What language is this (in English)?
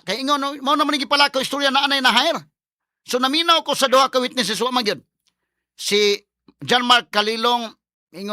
Cebuano